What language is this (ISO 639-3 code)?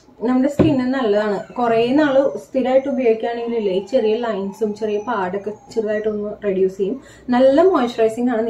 mal